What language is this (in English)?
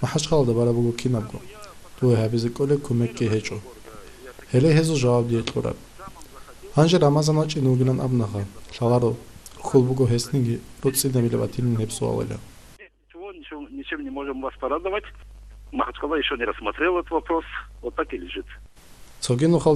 Avaric